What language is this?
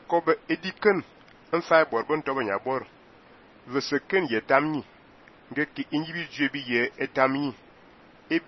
Fang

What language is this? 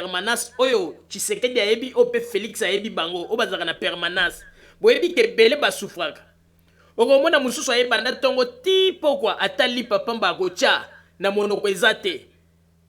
Lingala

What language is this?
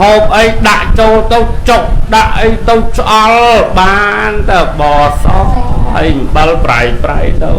Khmer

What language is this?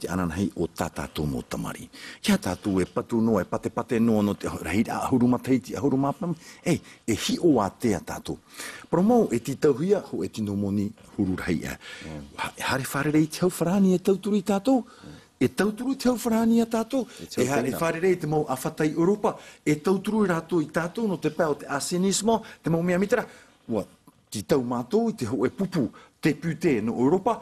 Tahitian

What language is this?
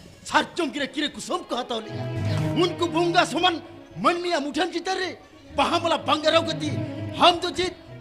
Santali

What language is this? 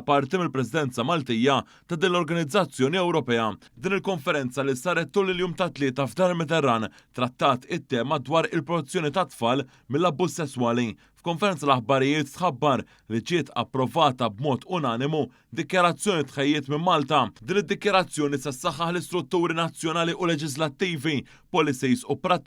Maltese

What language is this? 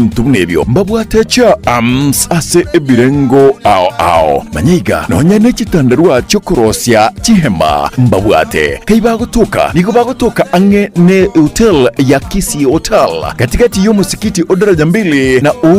Gusii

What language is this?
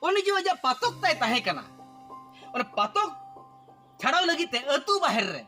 Santali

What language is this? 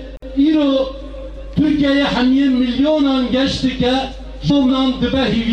Kurdish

